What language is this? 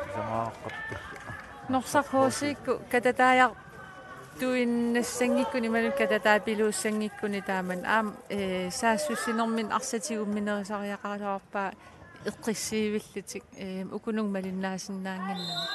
Kalaallisut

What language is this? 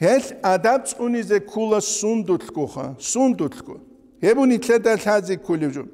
Avaric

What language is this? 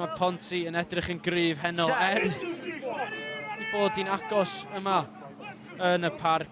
Welsh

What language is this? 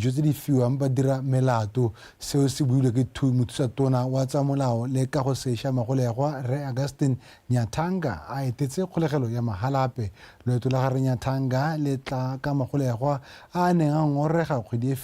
Tswana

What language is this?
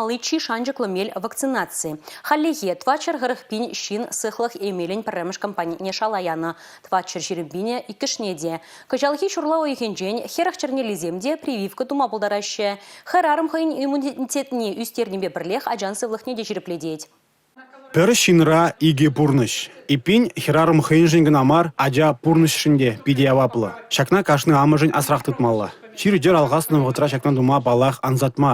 Chuvash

